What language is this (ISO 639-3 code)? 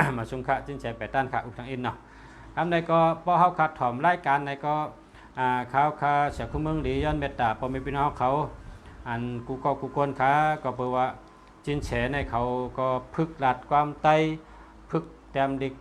shn